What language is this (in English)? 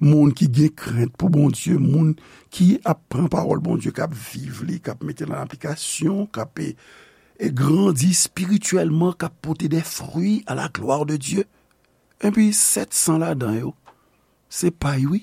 Haitian Creole